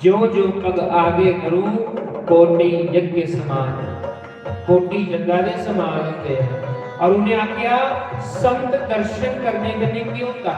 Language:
Dogri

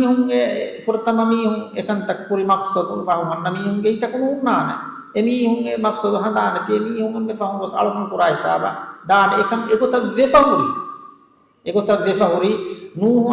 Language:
Divehi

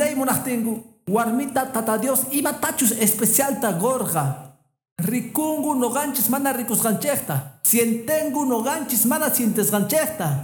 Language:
Quechua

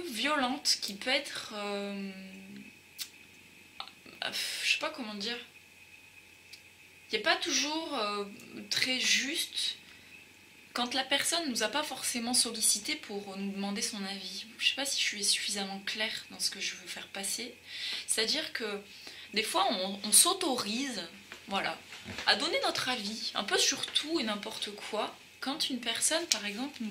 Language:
French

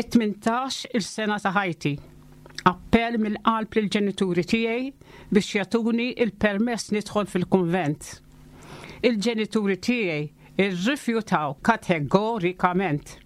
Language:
Maltese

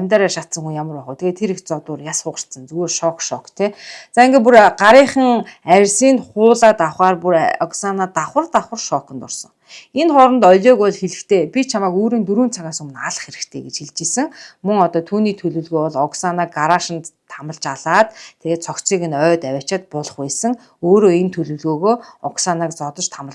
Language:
Mongolian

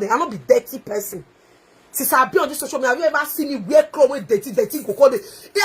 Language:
Nigerian Pidgin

